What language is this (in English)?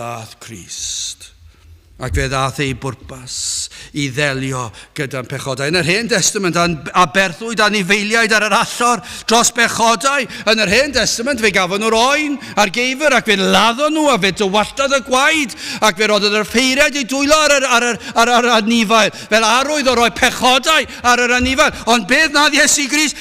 Welsh